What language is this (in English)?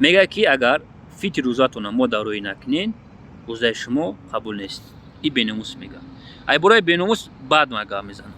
Tajik